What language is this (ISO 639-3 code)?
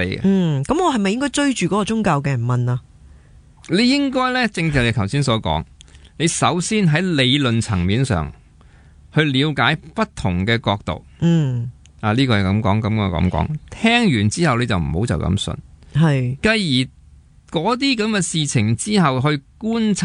yue